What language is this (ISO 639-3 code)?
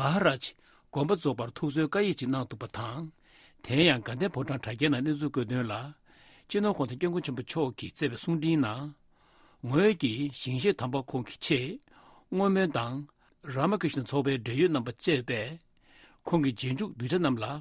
bod